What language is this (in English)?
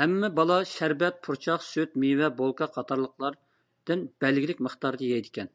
Uyghur